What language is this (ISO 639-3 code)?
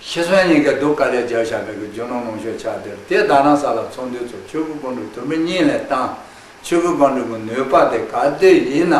bod